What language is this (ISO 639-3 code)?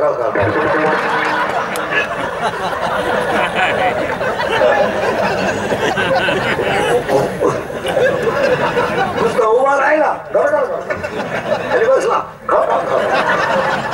mar